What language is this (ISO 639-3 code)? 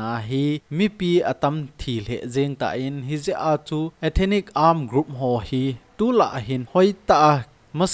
tcz